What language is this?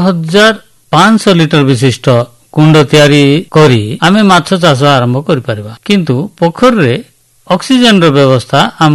Odia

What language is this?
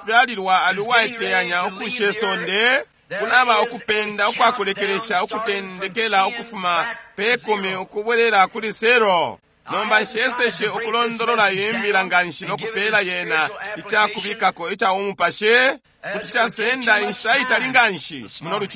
Bemba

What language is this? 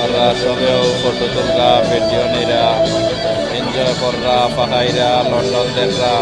Sylheti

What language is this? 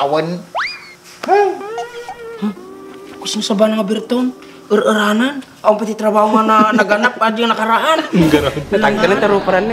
Iloko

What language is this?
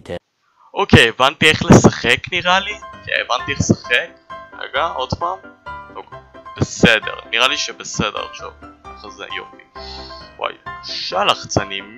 Hebrew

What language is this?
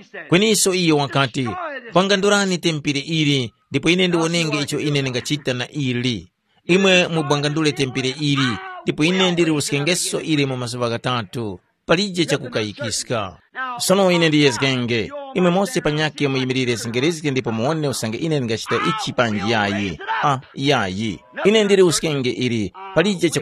Tumbuka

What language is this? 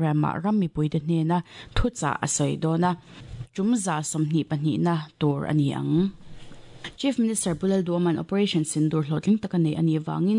Mizo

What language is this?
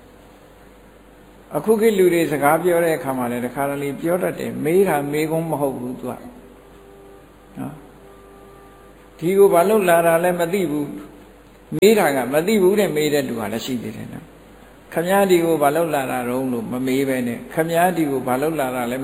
Burmese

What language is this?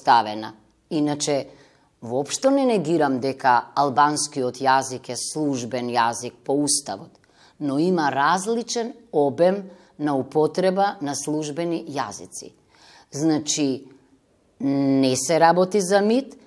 Macedonian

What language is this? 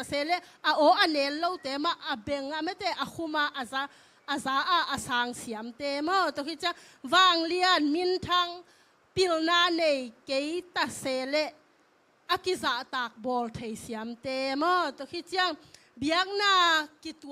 Tedim Chin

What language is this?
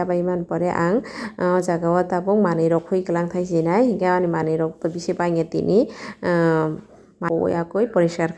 Kok Borok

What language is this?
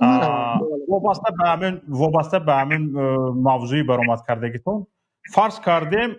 Tajik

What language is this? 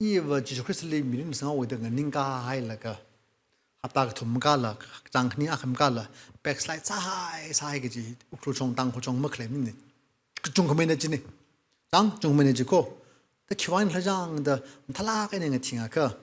Tangkhul Naga (India)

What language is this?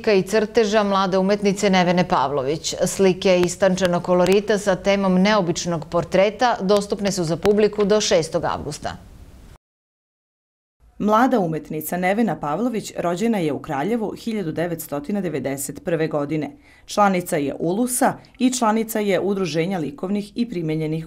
Serbian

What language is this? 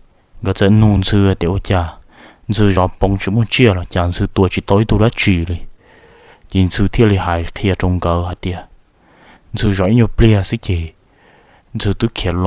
Hmong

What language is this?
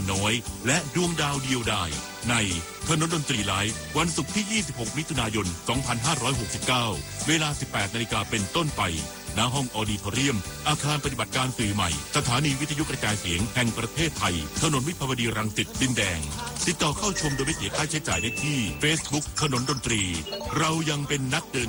Thai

